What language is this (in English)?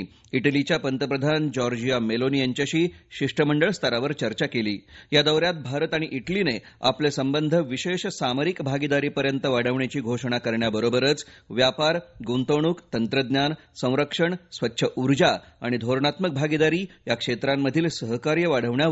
Marathi